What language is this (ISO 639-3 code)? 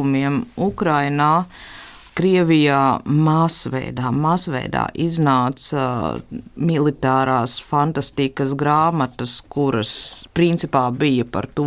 lav